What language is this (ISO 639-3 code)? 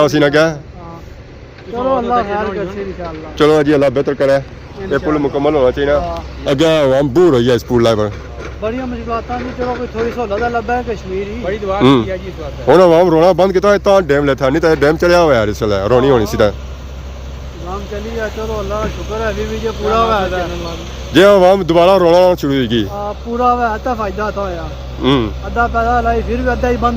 phr